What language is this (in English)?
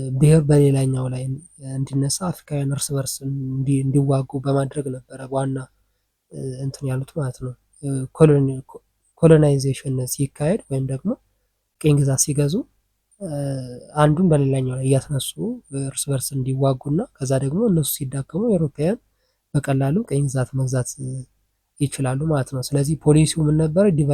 Amharic